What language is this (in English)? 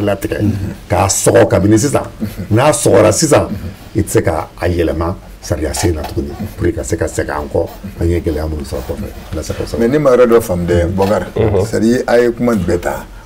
Bambara